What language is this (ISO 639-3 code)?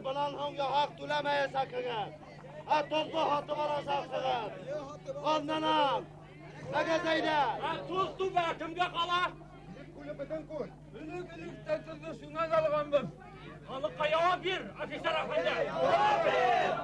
bak